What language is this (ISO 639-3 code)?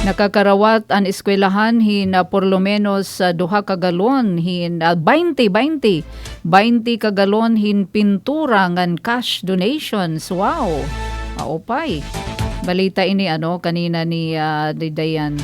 war